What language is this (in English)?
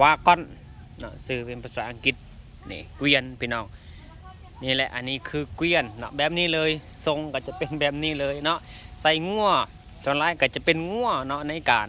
Lao